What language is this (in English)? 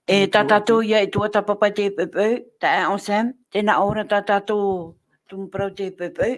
Tahitian